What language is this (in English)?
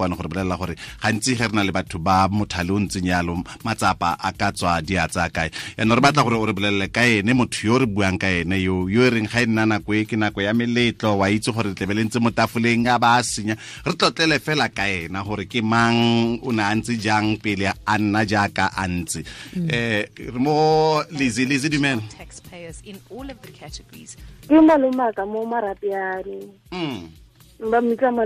Tswana